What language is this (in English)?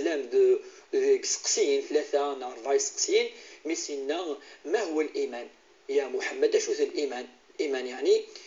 Kabyle